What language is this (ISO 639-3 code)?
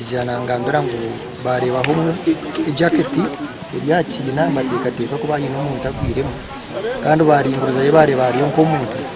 nyn